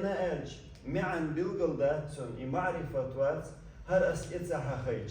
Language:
Chechen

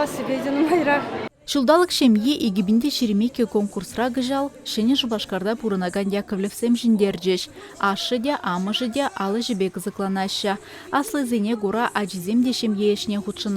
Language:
Chuvash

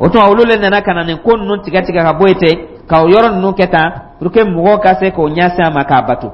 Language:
Dyula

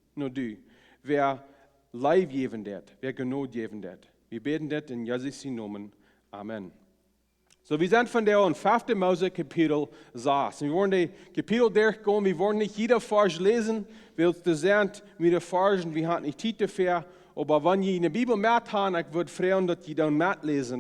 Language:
Plautdietsch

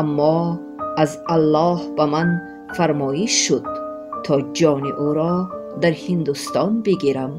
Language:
Tajik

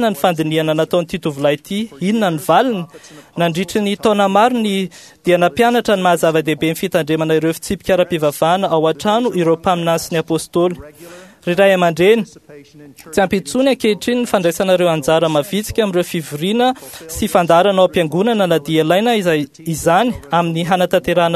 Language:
Malagasy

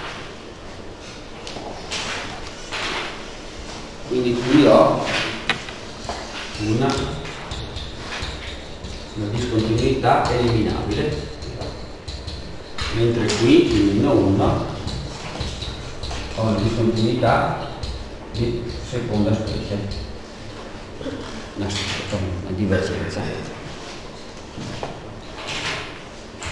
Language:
Italian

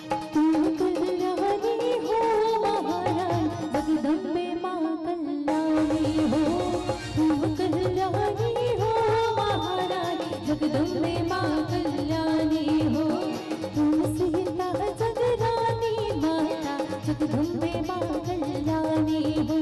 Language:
Chhattisgarhi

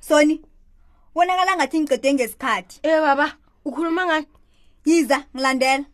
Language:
South Ndebele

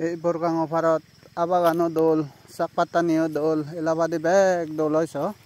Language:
Chakma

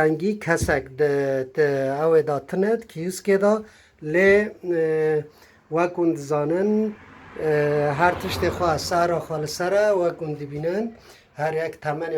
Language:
Kurdish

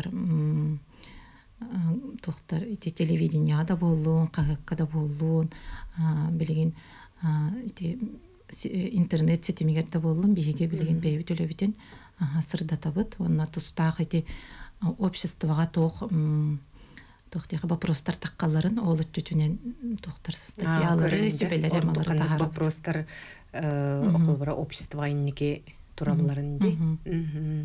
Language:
Yakut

